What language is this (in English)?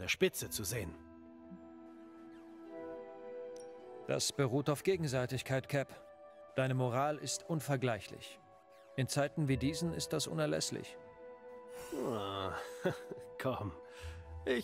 German